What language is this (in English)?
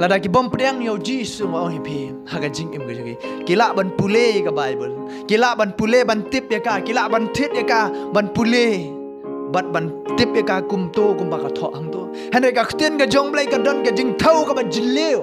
Khasi